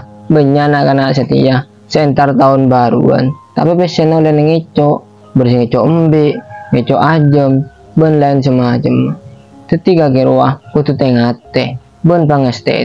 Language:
Madurese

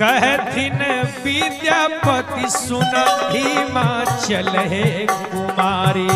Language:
Magahi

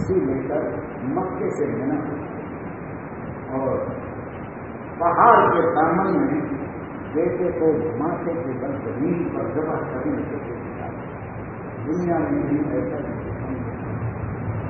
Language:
Urdu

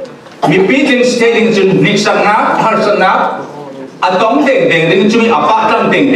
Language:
Falam Chin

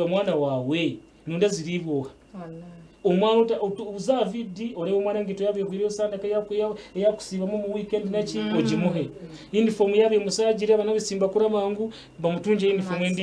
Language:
Nyankole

